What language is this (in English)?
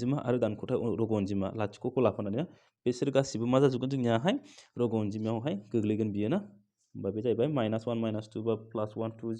Bodo